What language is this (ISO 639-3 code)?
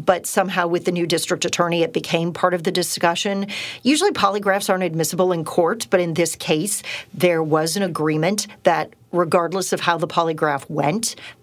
eng